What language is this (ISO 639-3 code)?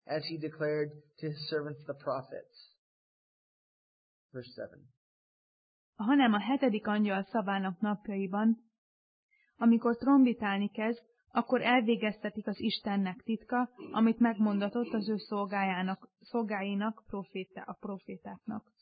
hun